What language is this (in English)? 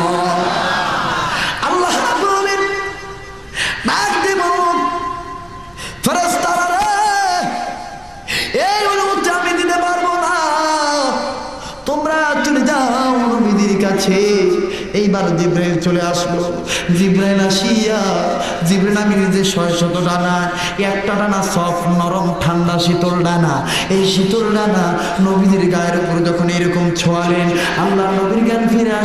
Bangla